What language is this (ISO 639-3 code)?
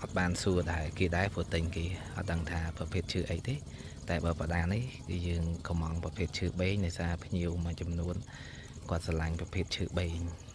khm